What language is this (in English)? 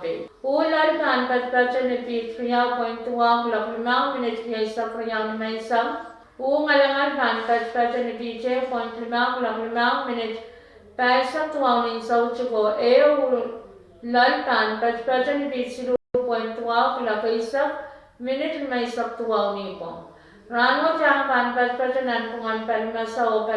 Pohnpeian